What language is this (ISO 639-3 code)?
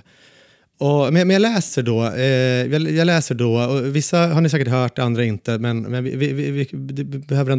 swe